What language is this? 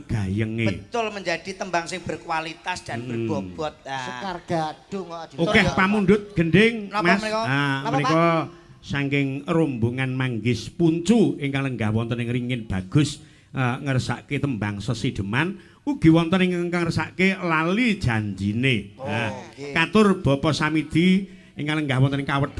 Javanese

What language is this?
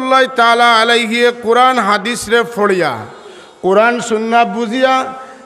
Sylheti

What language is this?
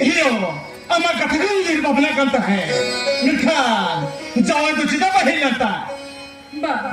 Santali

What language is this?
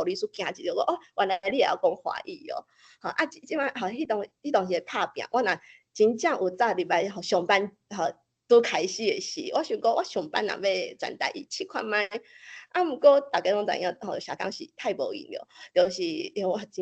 Min Nan Chinese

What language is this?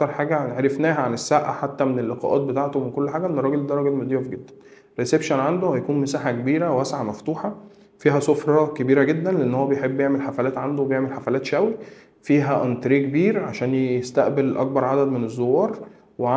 Egyptian Arabic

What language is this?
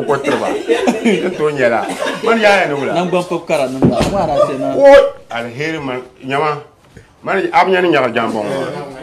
Dagbani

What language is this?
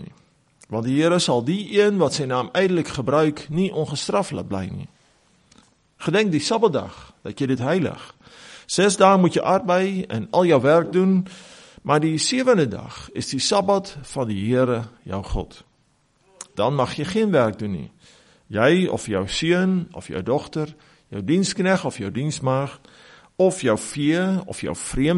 Afrikaans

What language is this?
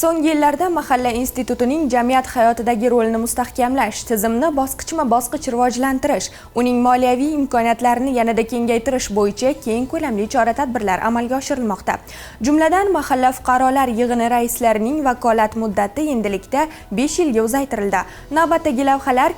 Uzbek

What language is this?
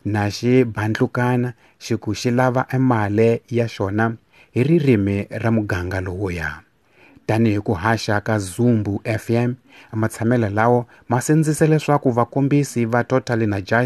Tsonga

